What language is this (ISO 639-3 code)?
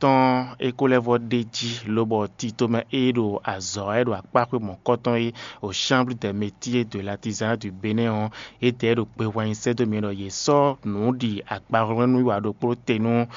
fon